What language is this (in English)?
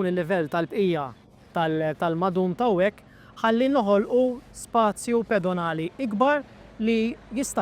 Maltese